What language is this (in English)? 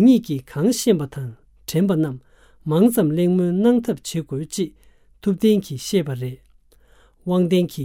Tibetan